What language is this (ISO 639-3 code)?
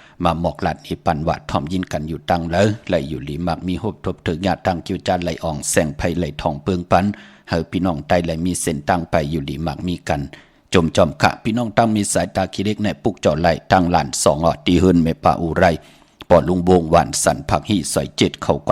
shn